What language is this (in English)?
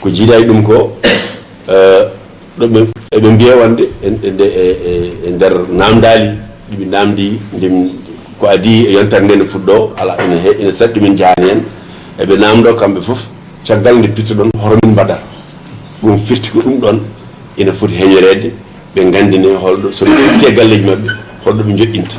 Fula